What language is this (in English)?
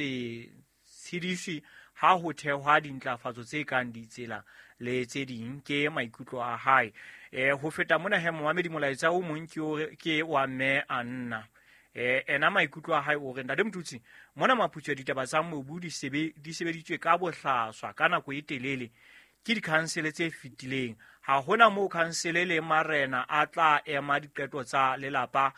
Southern Sotho